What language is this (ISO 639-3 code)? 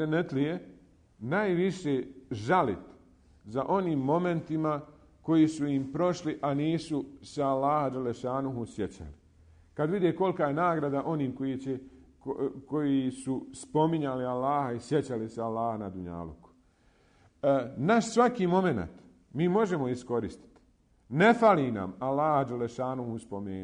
bos